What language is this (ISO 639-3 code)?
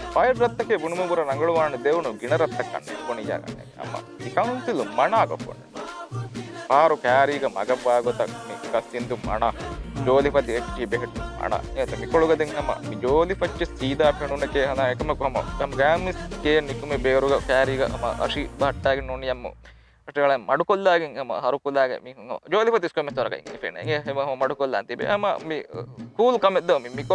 div